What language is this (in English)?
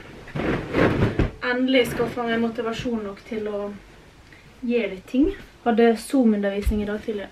Norwegian